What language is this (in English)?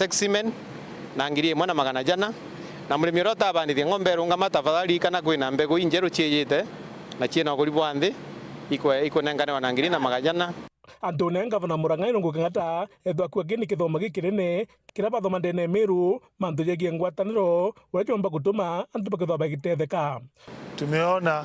Meru